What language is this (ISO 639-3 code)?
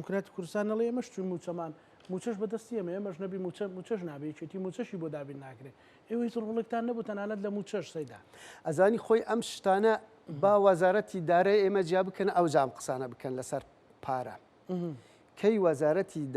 ckb